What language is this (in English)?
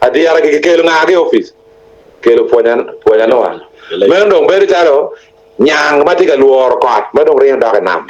Acoli